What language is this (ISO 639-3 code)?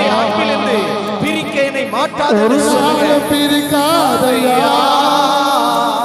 tam